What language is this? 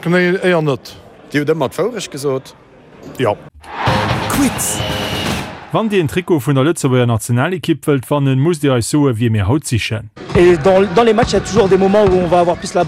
Luxembourgish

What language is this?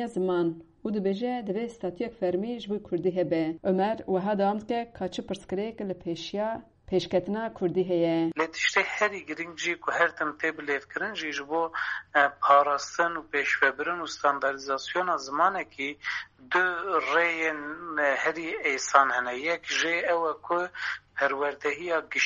Kurdish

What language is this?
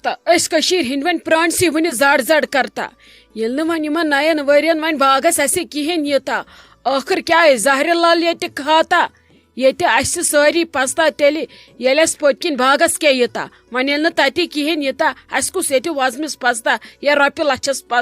Kashmiri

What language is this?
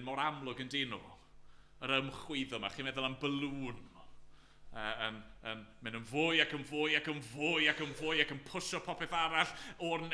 Welsh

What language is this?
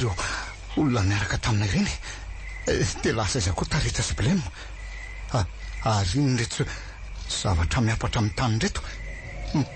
Malagasy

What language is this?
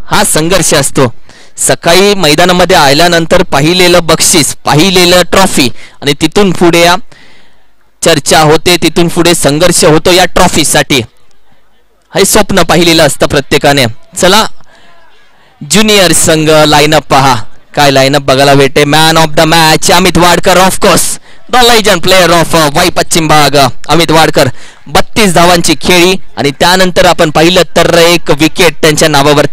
Marathi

